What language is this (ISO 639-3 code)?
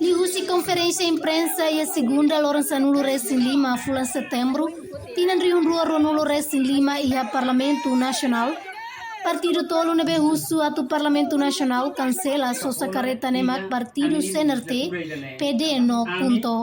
tet